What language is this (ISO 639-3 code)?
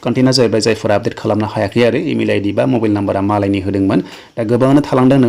brx